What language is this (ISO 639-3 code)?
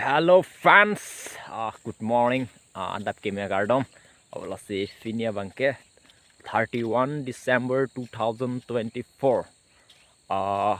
mjw